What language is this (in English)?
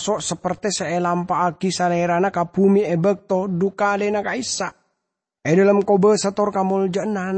Madurese